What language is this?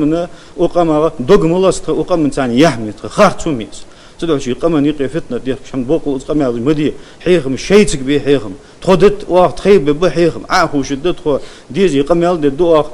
Ingush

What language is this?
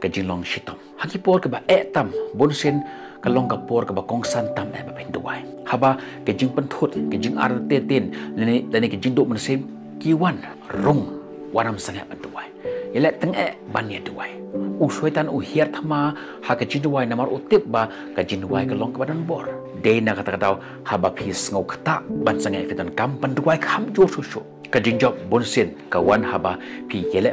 Khasi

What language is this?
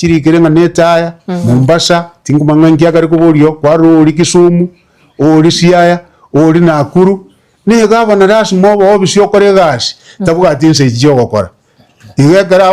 Gusii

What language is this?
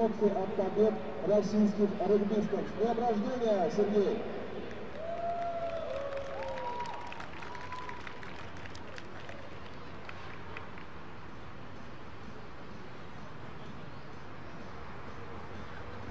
Russian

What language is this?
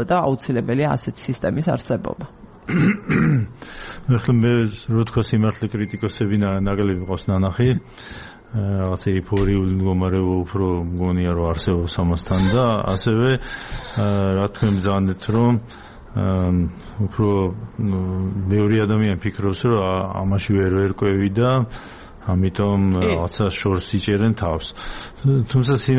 Georgian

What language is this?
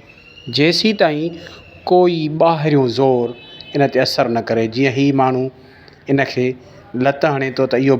Sindhi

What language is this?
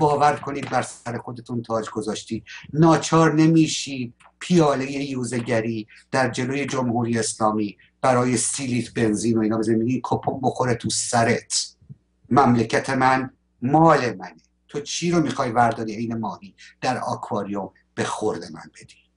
Persian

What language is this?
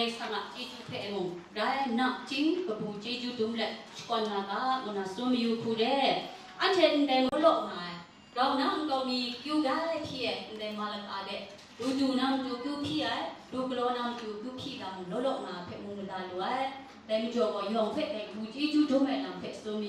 Kachin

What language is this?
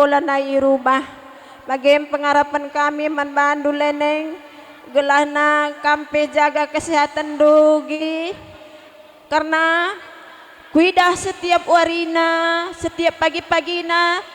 Batak Karo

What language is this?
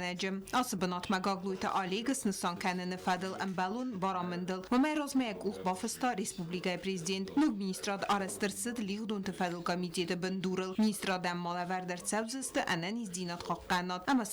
Ossetic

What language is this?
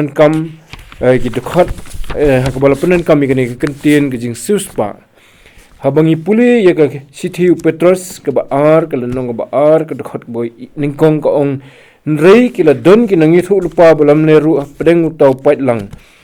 Khasi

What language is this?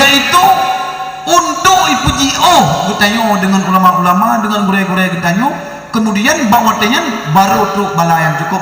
Achinese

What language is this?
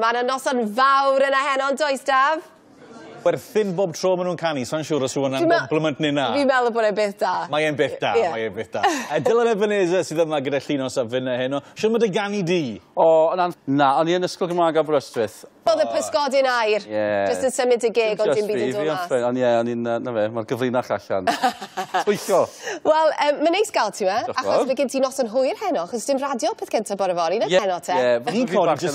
Welsh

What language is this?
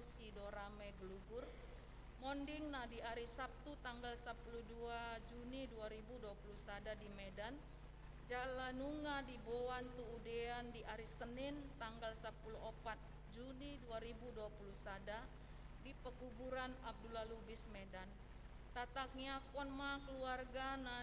Batak Toba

